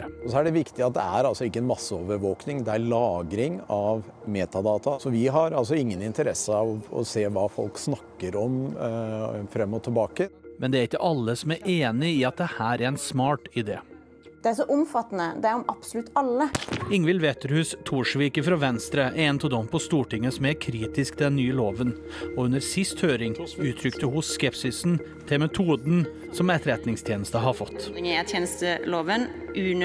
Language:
Norwegian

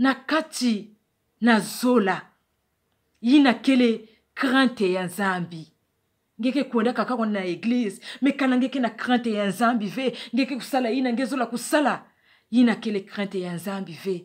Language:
Kituba (Democratic Republic of Congo)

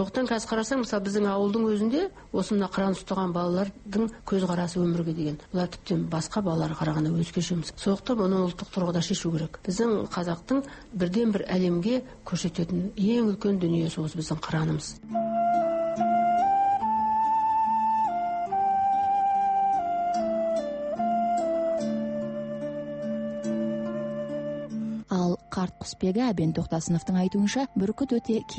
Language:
Kazakh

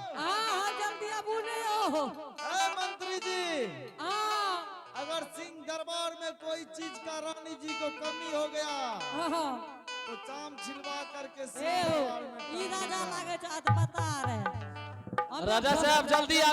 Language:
Angika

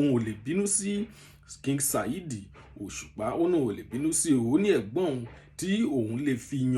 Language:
Yoruba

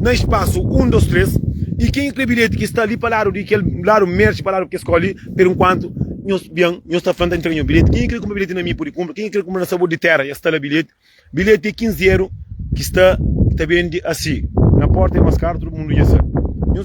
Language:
Kabuverdianu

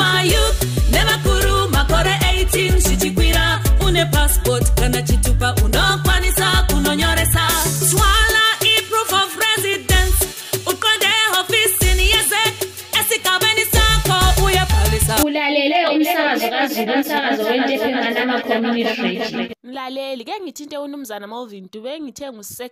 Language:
North Ndebele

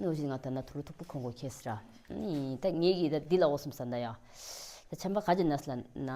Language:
Tibetan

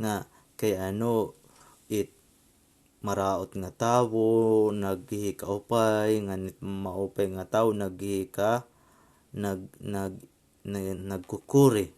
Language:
Waray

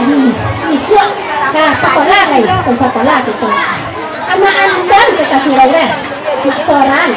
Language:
Minangkabau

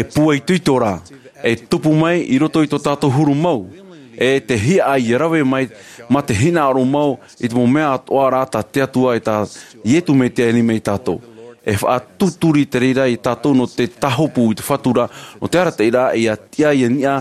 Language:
Tahitian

